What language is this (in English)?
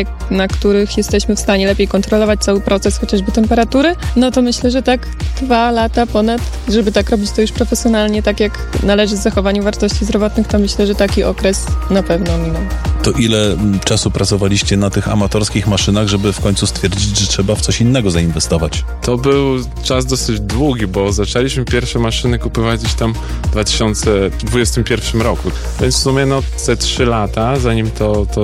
Polish